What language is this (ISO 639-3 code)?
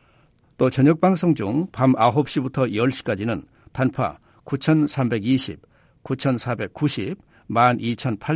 kor